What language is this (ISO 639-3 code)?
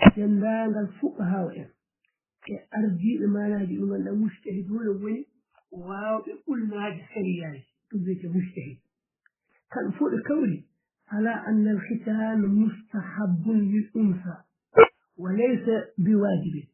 ful